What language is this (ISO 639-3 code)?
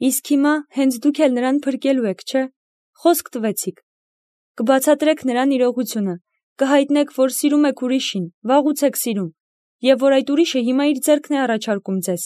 hye